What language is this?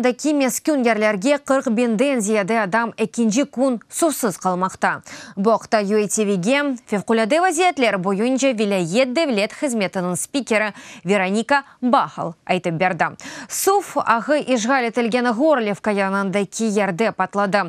Crimean Tatar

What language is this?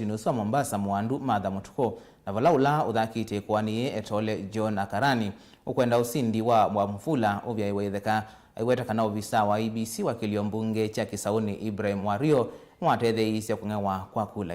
Kamba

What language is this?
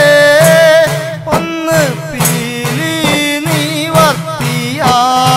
Malayalam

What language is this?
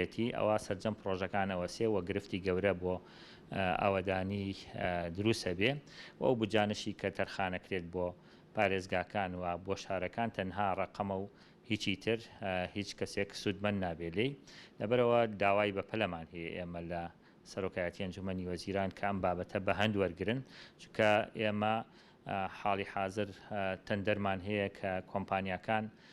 Central Kurdish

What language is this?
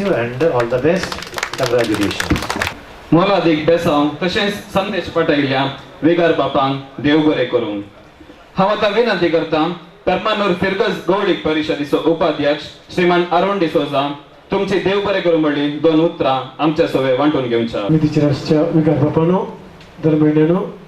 Konkani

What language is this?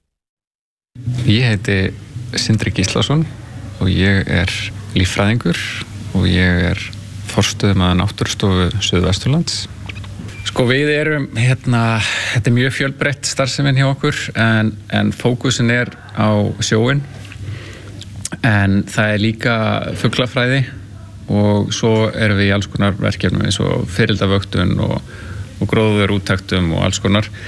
Icelandic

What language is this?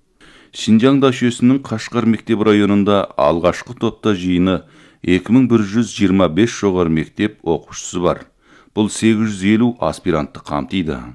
Kazakh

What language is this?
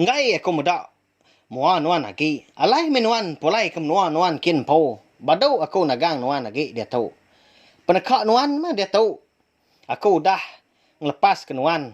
Iban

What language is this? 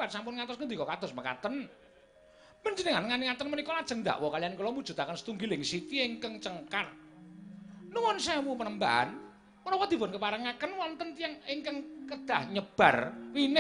Javanese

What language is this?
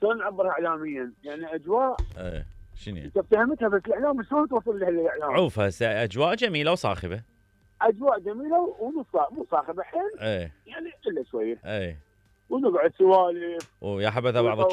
Mesopotamian Arabic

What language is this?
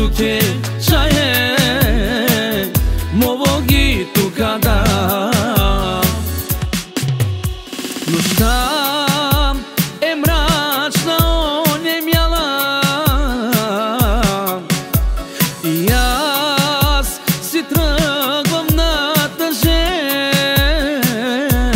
Bulgarian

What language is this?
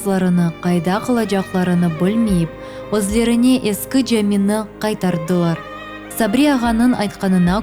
Crimean Tatar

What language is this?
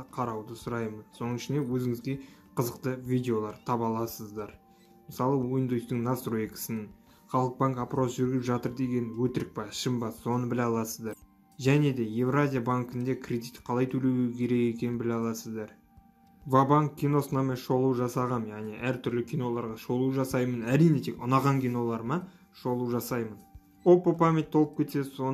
Kazakh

